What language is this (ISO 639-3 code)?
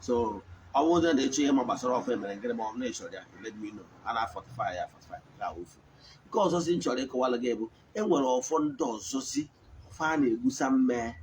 ibo